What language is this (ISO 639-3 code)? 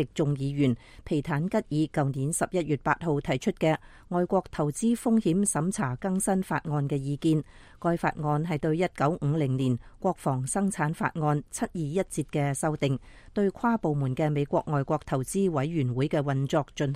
yue